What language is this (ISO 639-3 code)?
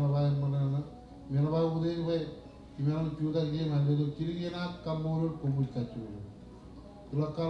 mah